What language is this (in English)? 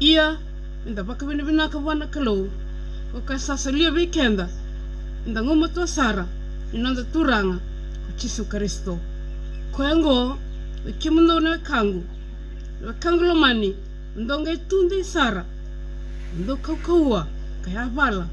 Fijian